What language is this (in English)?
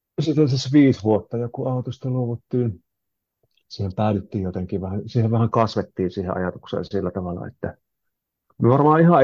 Finnish